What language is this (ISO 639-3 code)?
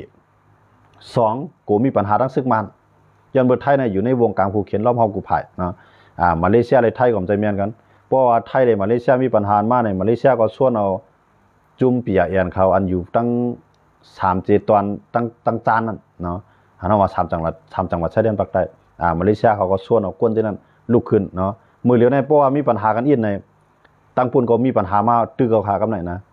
shn